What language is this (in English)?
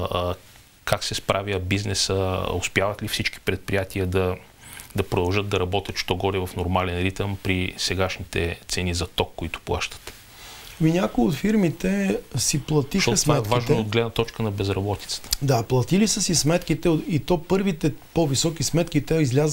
Bulgarian